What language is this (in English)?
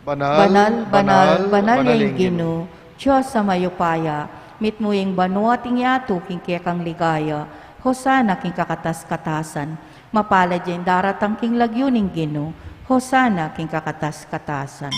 Pampanga